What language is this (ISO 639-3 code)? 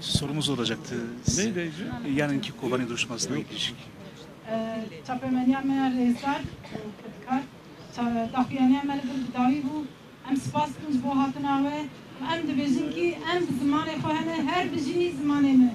kur